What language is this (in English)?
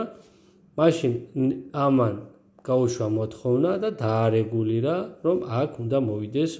Georgian